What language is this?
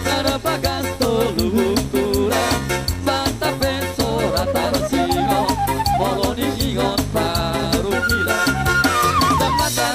Batak Toba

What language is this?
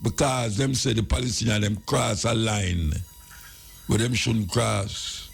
Jamaican Creole English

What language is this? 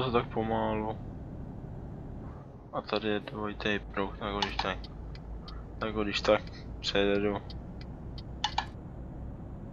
Czech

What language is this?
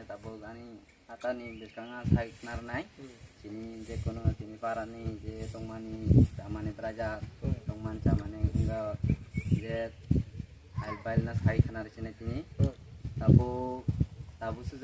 Riang (India)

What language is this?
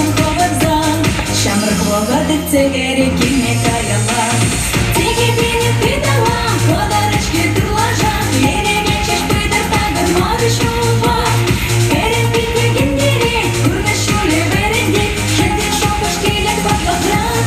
Chuvash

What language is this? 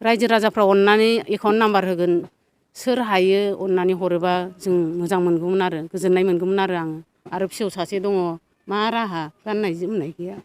Bodo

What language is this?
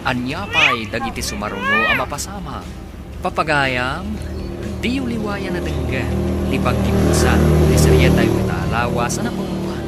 Iloko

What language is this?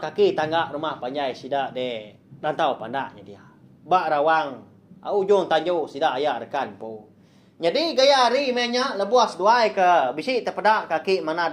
Iban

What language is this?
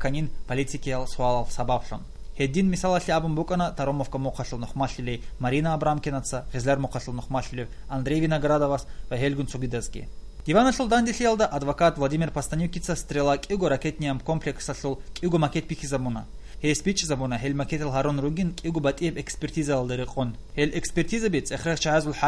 Avaric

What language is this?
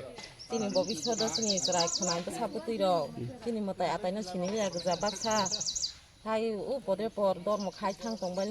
Kok Borok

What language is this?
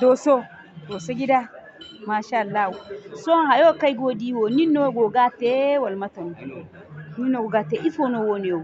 Zarma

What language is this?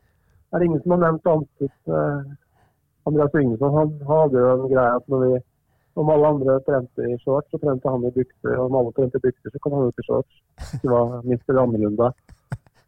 Norwegian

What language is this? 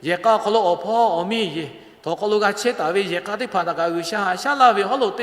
Lahu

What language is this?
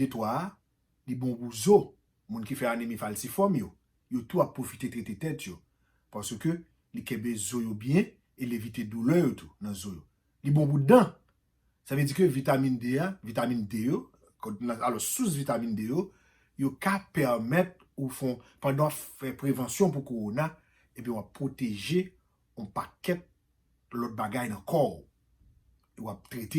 Haitian Creole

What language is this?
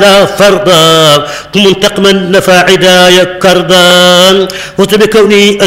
Arabic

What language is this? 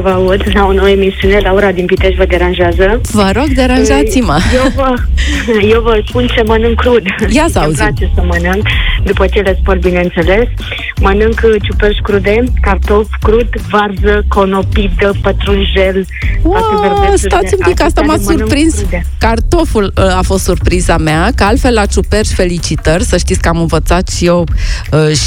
Romanian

